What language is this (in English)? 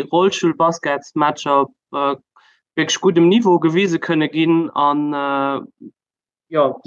Luxembourgish